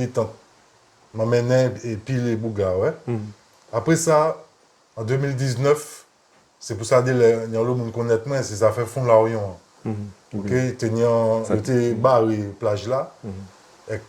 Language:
Guadeloupean Creole French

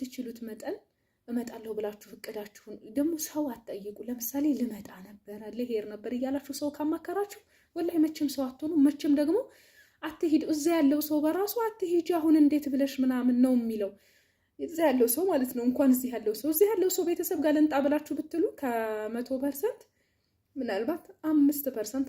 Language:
Amharic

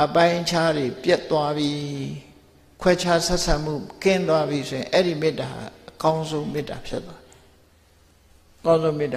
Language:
Burmese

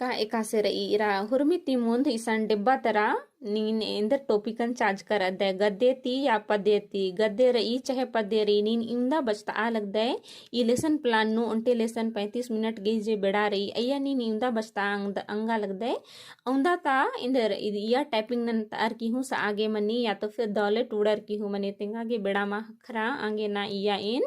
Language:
Kurukh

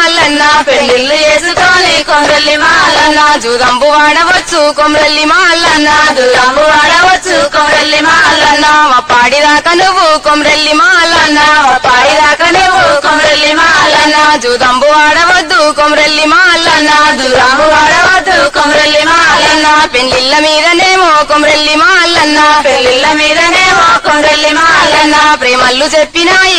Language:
Telugu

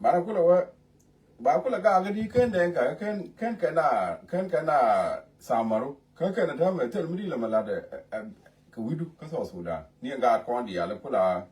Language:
Nuer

